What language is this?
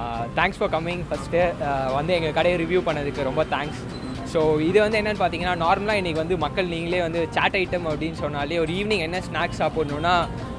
Tamil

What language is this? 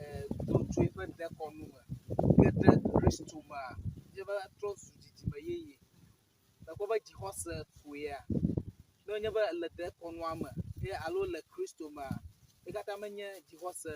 Ewe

